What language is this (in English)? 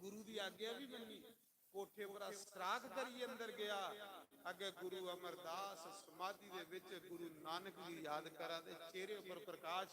Dogri